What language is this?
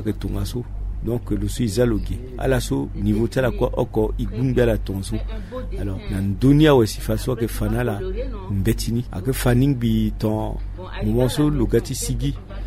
Sango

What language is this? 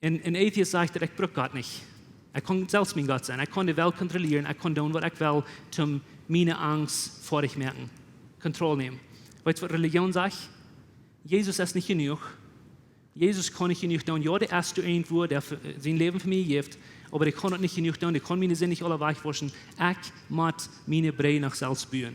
Plautdietsch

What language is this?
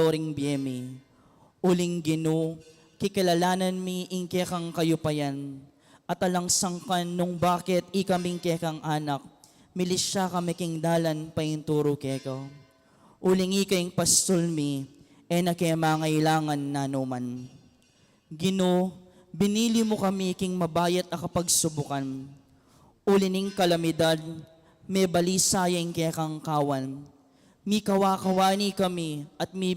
Pampanga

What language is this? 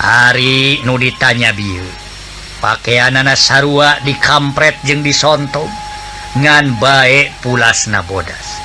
Sundanese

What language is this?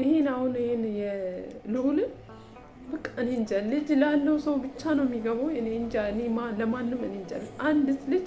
Amharic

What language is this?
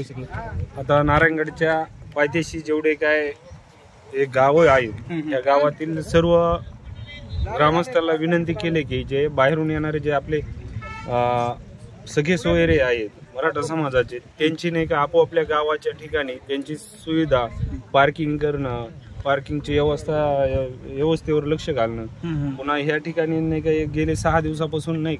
Marathi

